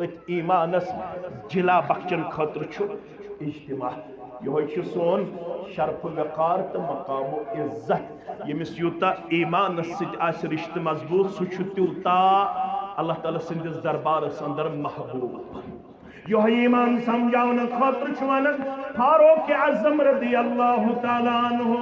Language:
Kashmiri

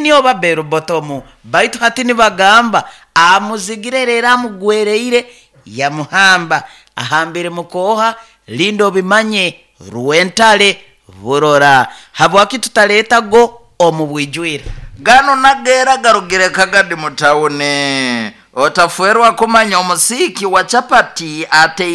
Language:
Nyoro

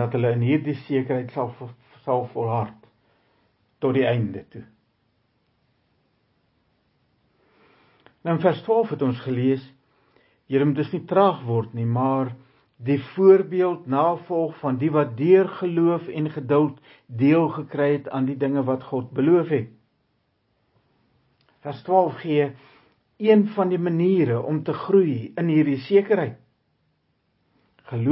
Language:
Afrikaans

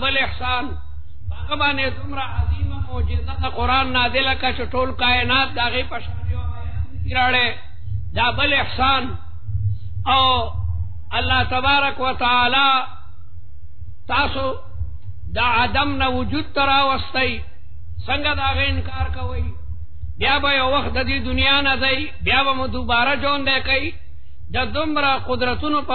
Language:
Urdu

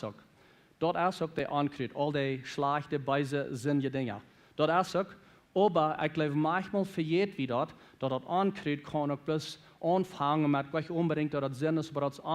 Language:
Plautdietsch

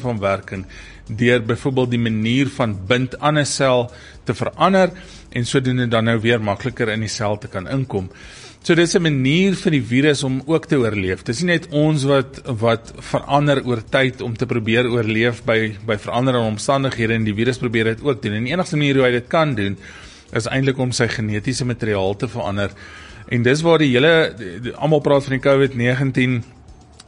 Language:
Afrikaans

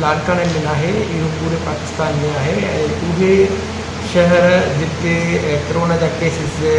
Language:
Sindhi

